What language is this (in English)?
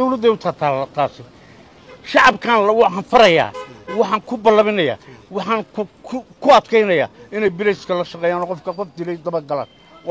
Somali